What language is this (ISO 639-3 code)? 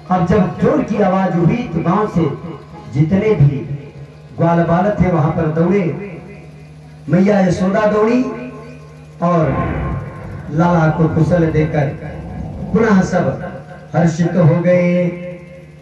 hin